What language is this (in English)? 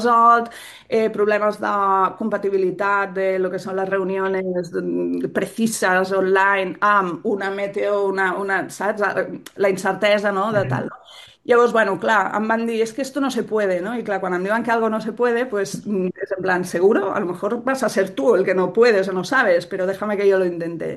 Catalan